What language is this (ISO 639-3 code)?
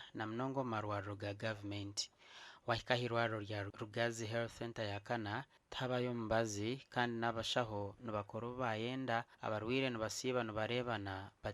nyn